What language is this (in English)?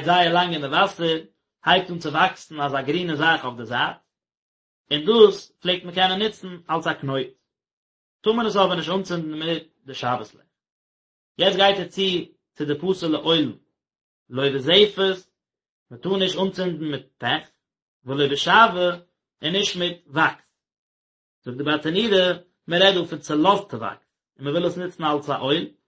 Yiddish